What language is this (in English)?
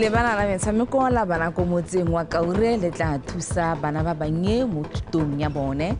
Tswana